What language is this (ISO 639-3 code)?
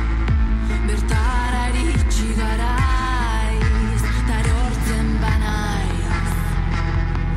eus